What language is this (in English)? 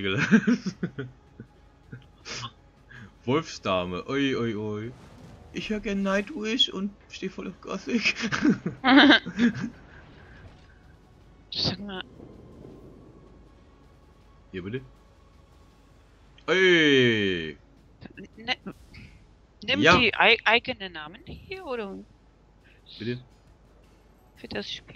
German